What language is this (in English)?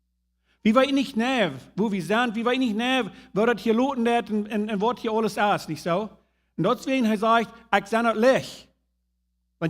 Plautdietsch